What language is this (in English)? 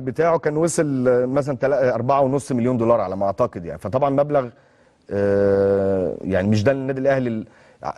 Egyptian Arabic